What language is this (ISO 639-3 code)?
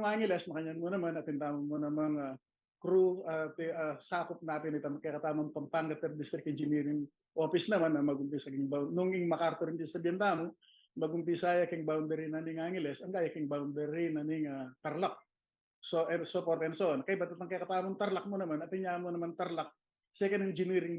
pam